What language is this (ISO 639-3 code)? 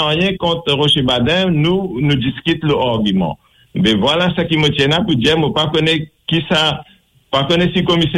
mfe